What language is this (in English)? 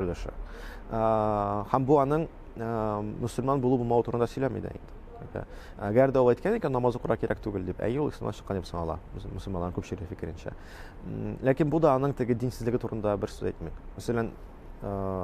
Tatar